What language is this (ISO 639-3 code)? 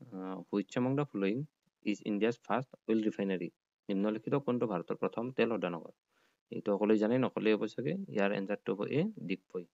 asm